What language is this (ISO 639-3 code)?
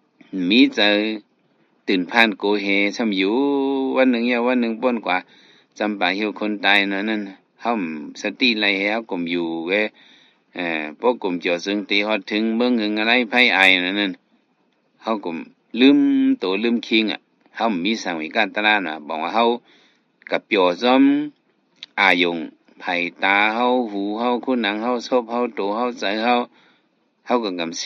shn